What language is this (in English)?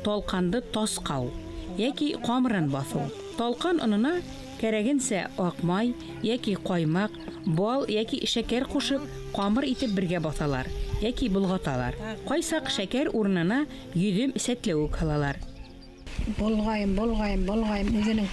Bashkir